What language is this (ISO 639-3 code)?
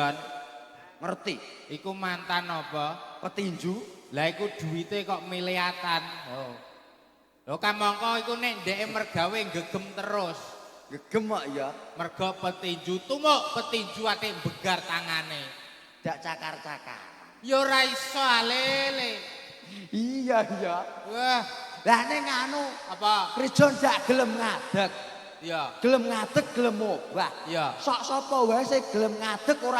jav